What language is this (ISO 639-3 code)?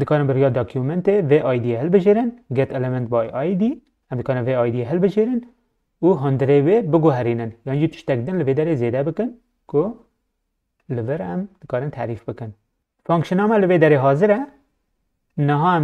kur